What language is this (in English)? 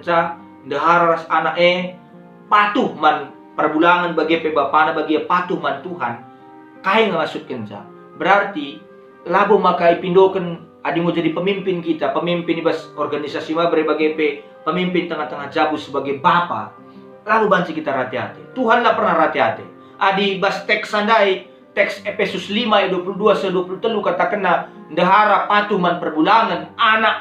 Batak Karo